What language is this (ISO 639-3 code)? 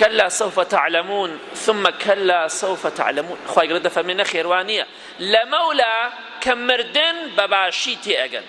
ckb